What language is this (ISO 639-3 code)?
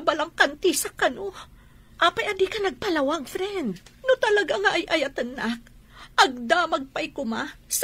ilo